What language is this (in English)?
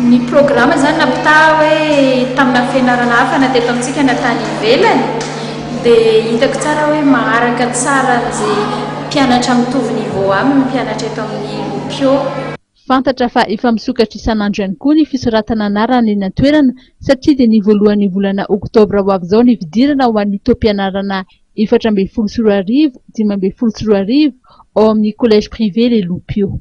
Malagasy